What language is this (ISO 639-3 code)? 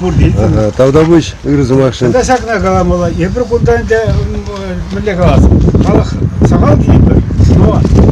chv